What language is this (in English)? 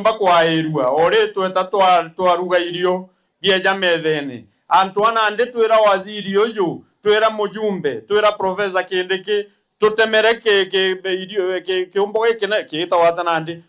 Meru